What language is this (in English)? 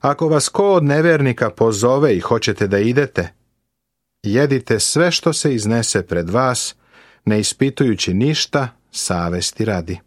Serbian